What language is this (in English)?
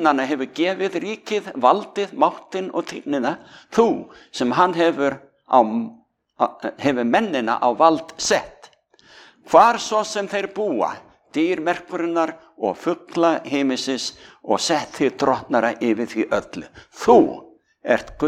Icelandic